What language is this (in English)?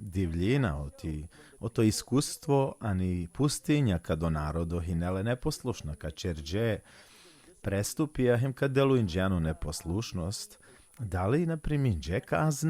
Balkan Romani